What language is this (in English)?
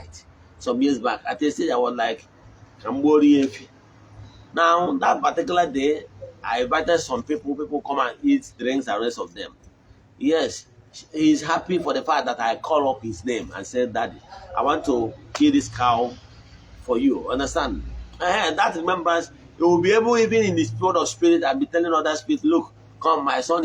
Igbo